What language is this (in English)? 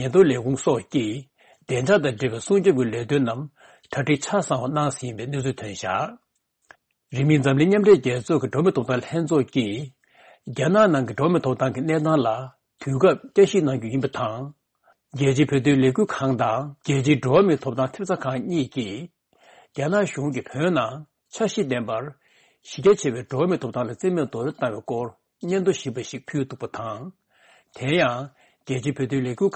Tibetan